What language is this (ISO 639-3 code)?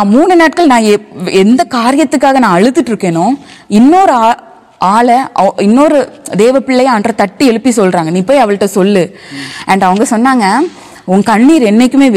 tam